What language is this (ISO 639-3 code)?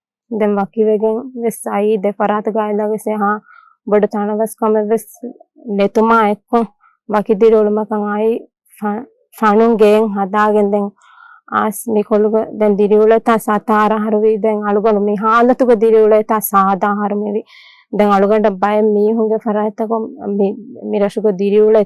div